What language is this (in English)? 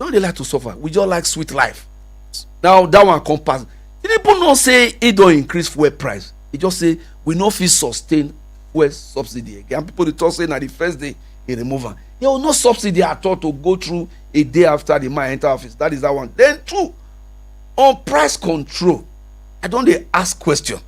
Nigerian Pidgin